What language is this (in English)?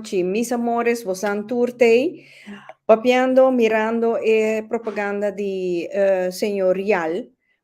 Papiamento